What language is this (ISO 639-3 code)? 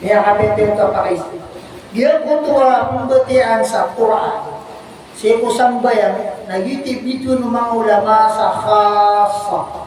mrw